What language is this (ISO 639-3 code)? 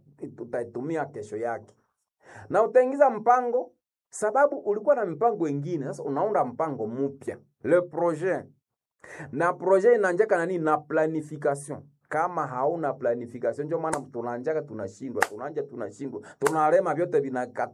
swa